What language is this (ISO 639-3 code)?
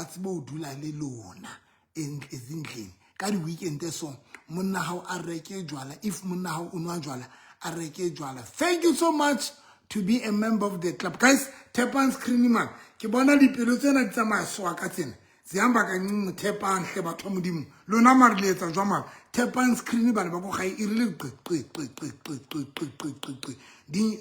sot